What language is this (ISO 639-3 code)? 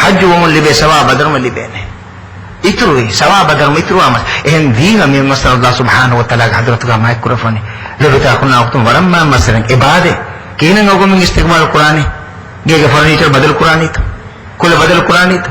div